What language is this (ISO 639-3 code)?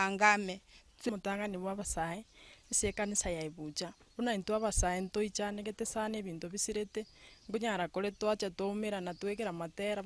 guz